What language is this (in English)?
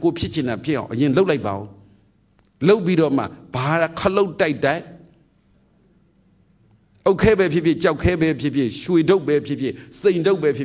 Burmese